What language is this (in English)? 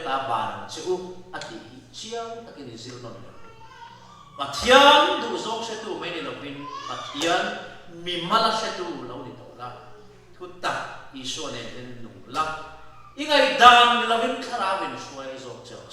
Mizo